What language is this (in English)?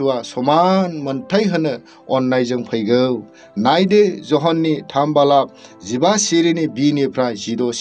Bodo